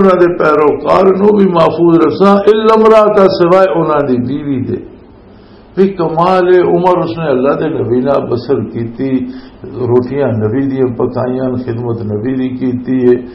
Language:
Western Panjabi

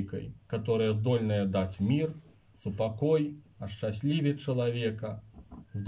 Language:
Belarusian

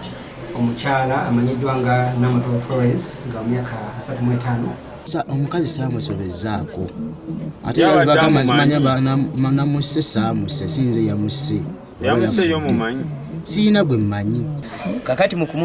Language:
Ganda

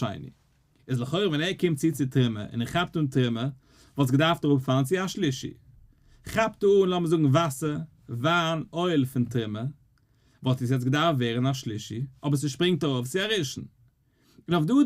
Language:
Yiddish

